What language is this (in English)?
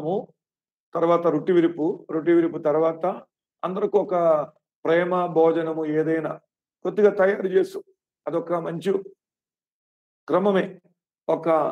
Telugu